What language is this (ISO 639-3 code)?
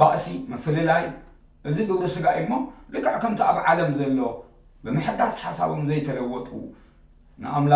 tir